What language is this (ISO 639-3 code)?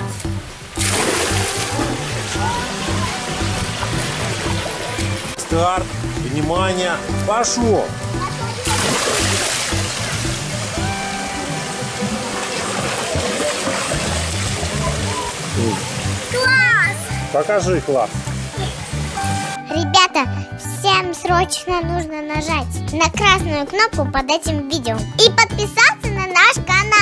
rus